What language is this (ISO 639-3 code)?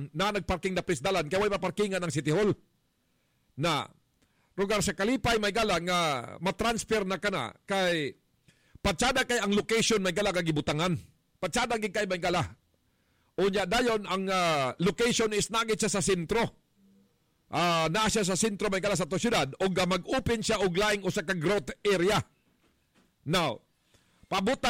ceb